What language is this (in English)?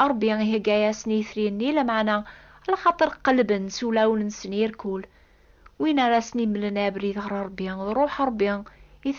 Kabyle